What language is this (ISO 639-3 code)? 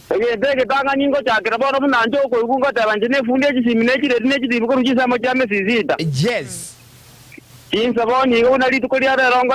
guz